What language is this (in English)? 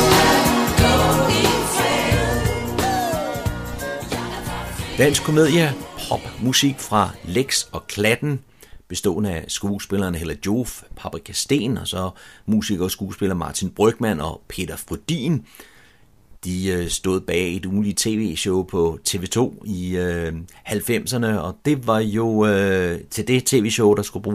Danish